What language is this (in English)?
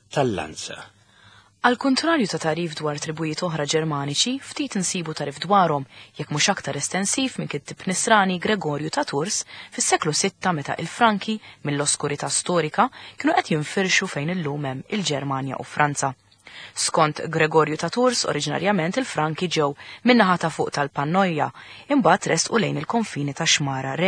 Maltese